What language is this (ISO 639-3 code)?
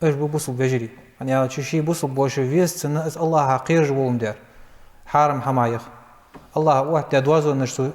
inh